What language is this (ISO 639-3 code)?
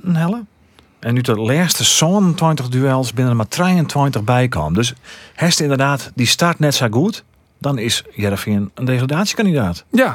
fry